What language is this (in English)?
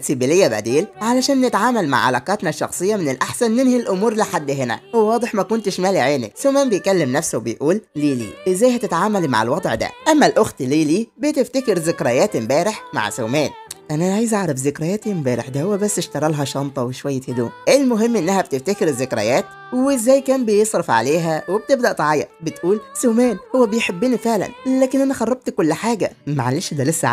Egyptian Arabic